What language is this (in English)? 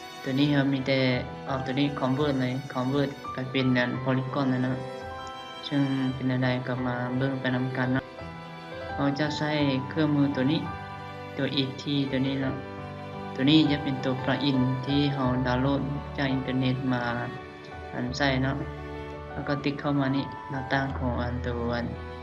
Lao